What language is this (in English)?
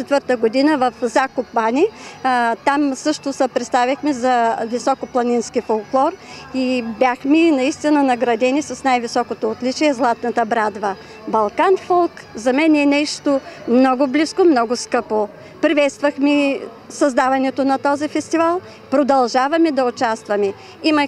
Bulgarian